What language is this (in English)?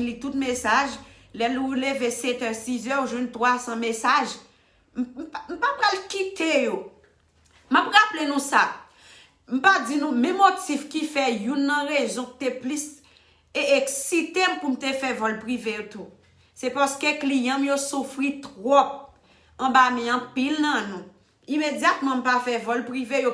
Haitian Creole